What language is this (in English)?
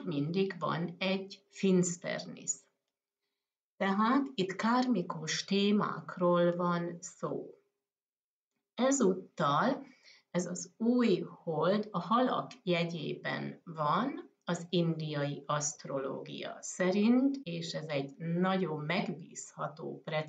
Hungarian